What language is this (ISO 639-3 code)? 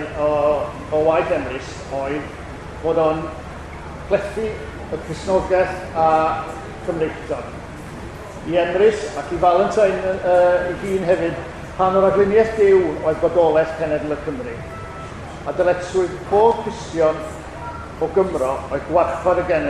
cym